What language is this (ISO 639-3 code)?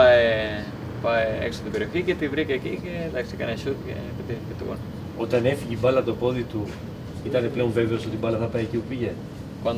ell